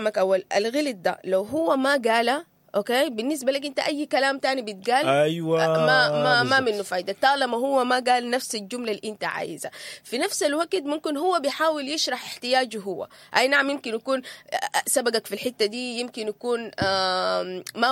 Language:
Sudanese Arabic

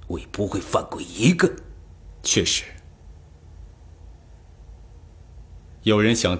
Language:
Chinese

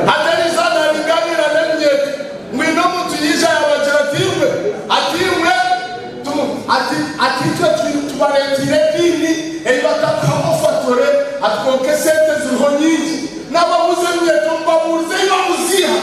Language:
Nyankole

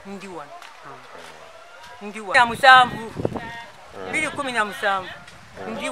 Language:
Ganda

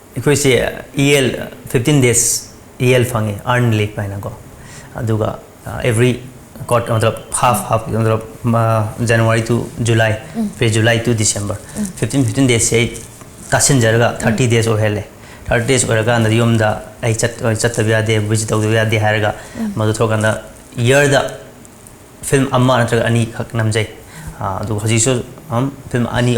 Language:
Manipuri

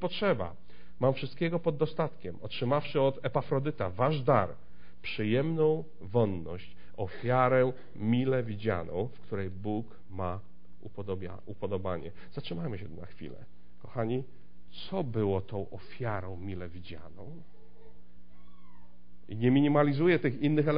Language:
Polish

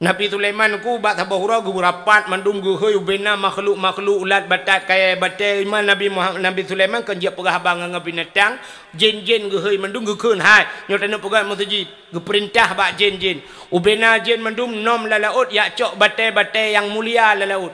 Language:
Achinese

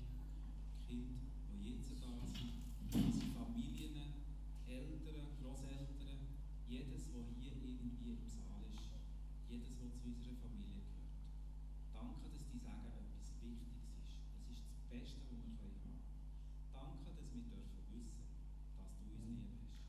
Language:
Swiss German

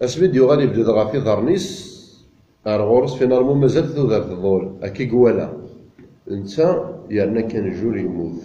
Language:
Kabyle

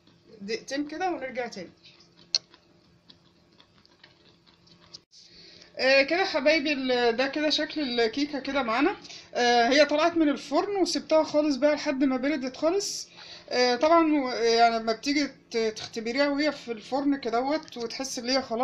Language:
Egyptian Arabic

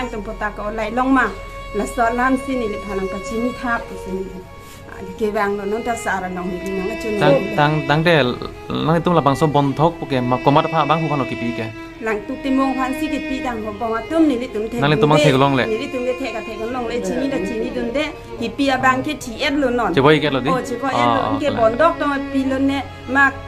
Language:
Karbi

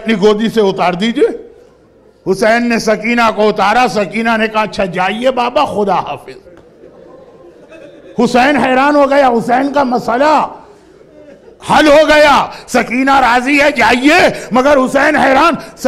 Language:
Urdu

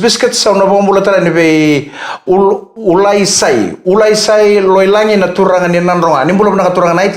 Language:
Fijian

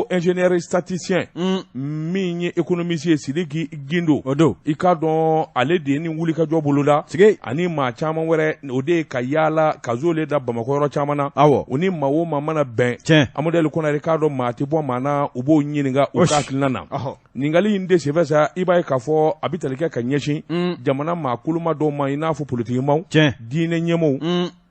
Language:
Bambara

